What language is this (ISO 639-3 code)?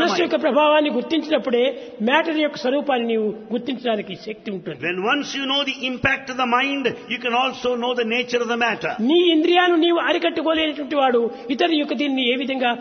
tel